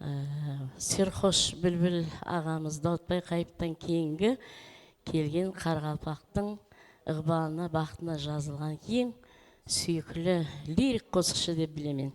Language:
Kara-Kalpak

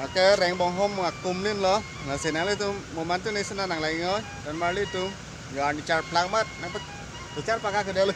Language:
Karbi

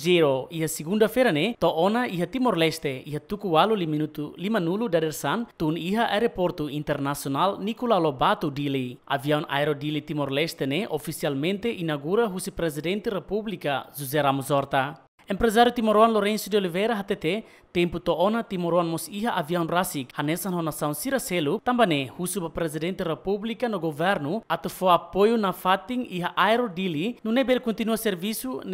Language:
Tetum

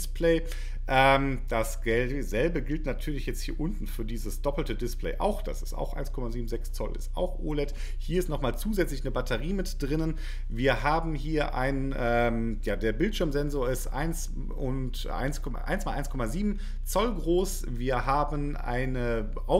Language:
German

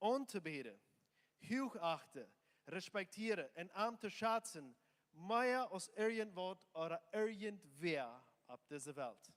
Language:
Plautdietsch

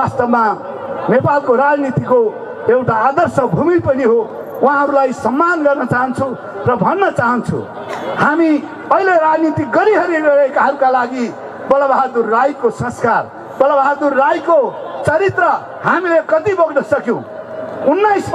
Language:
Nepali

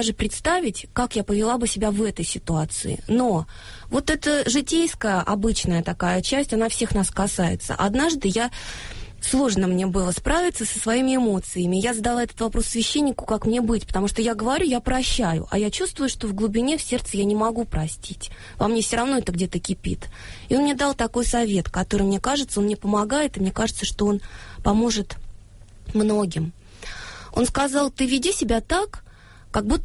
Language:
Russian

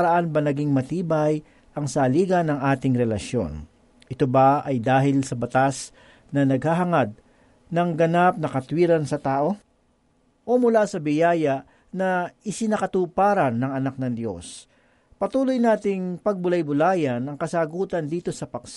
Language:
Filipino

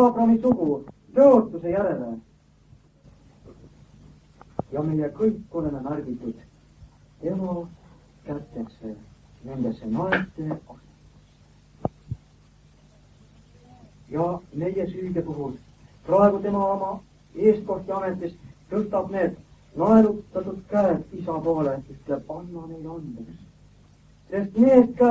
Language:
Estonian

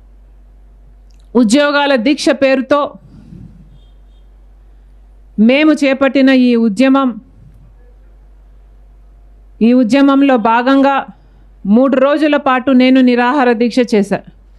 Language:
Telugu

